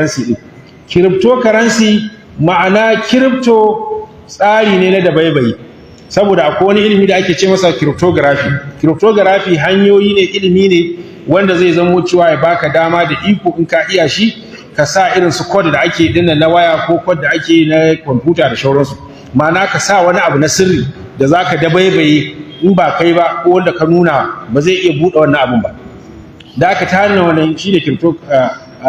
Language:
Hausa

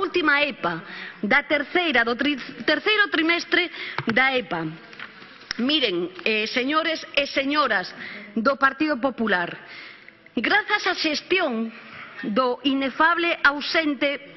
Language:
Galician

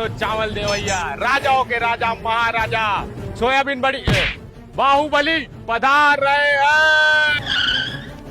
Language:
Chhattisgarhi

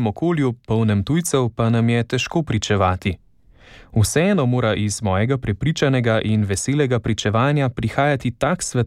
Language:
Slovenian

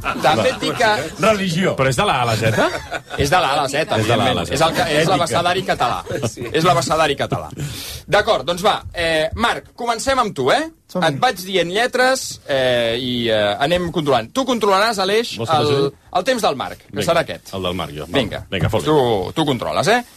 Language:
Catalan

